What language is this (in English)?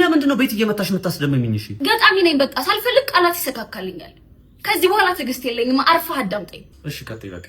Amharic